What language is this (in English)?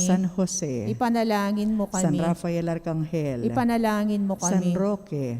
Pampanga